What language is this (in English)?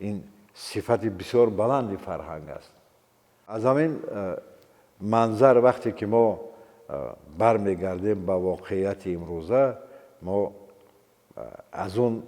Tajik